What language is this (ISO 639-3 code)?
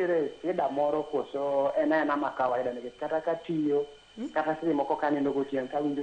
luo